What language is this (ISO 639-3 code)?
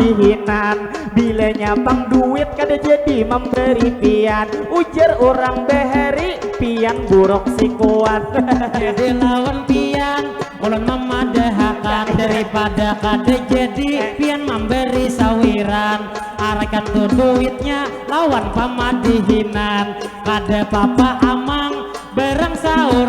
bjn